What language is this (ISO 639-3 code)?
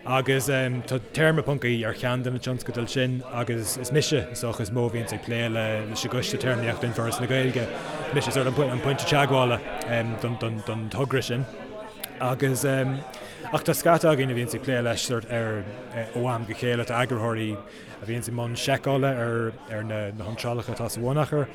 gle